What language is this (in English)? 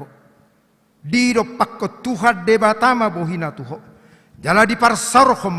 Batak Toba